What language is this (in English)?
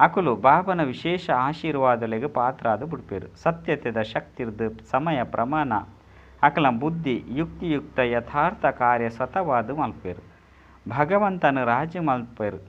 Tulu